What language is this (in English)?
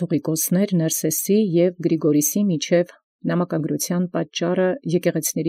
Armenian